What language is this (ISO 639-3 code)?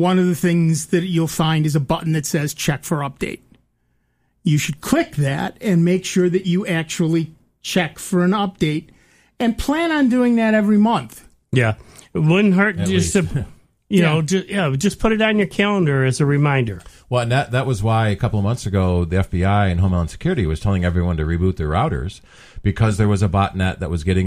eng